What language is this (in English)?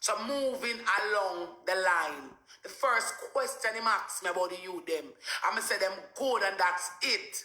Jamaican Creole English